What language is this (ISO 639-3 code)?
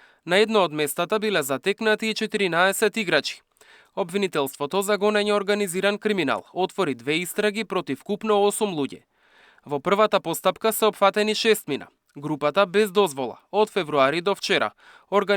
mkd